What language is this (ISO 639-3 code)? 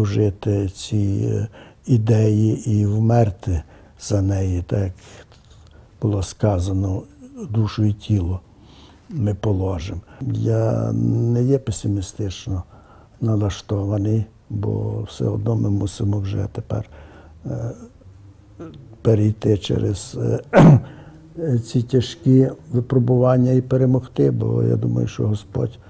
ukr